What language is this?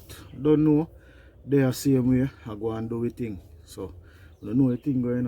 Jamaican Creole English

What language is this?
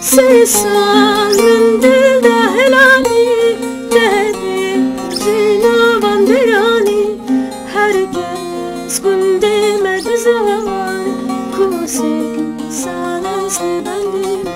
Kurdish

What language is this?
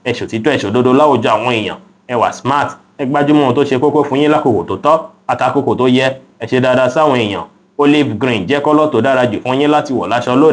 Yoruba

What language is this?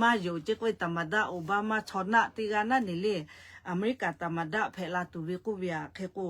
Lahu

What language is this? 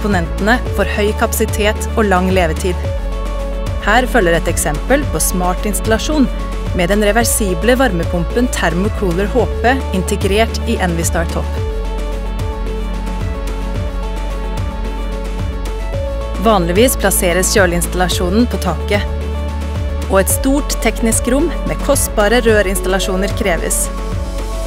Norwegian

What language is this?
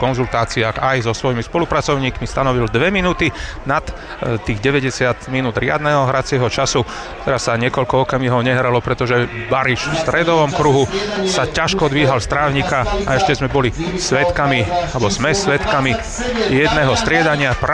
Slovak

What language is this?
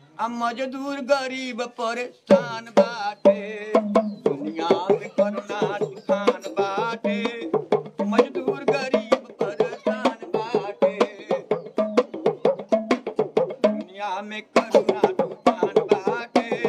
Bhojpuri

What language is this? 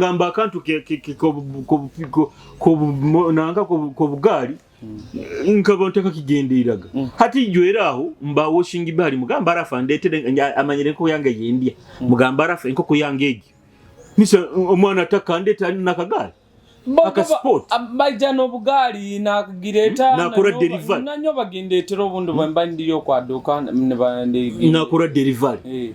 Nyoro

